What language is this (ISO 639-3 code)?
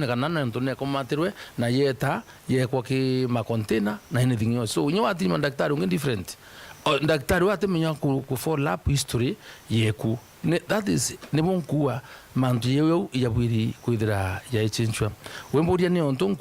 mer